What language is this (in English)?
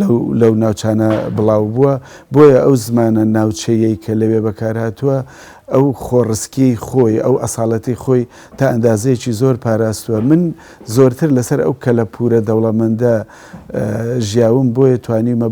Central Kurdish